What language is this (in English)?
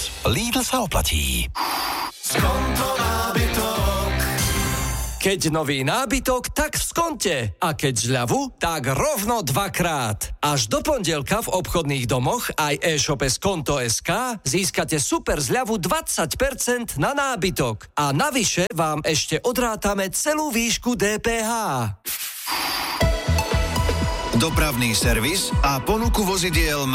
Slovak